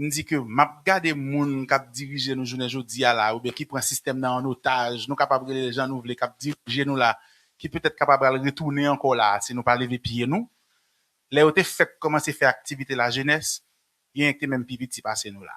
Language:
Haitian Creole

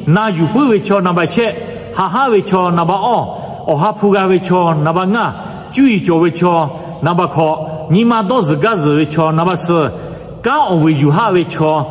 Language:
Lahu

